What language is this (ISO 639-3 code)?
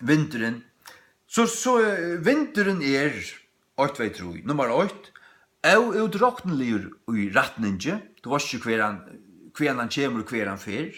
fao